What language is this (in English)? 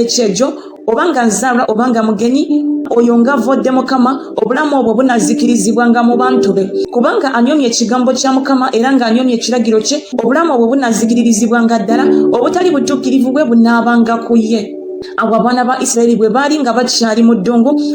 Ganda